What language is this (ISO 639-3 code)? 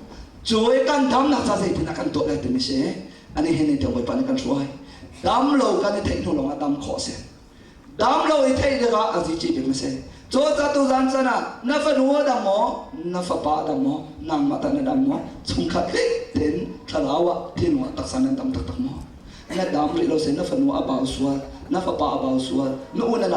cnh